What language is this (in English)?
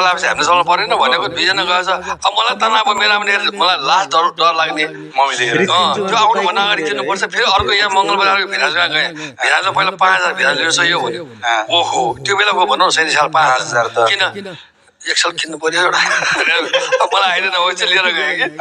Nepali